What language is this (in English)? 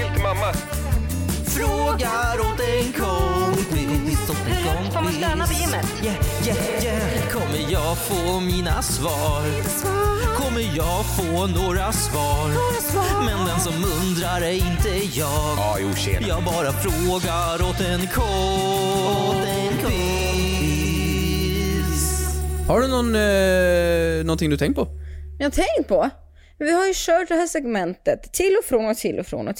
Swedish